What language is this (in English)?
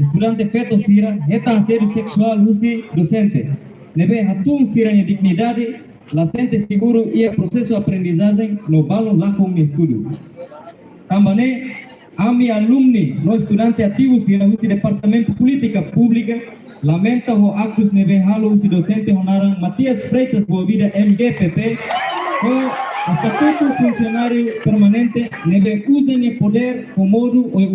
Tetum